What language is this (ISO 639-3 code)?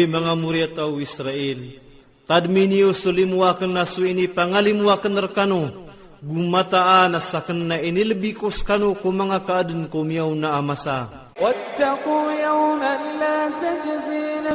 ilp